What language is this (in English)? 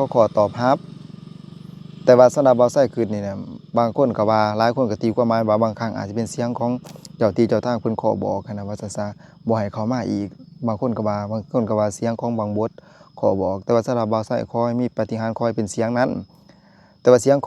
Lao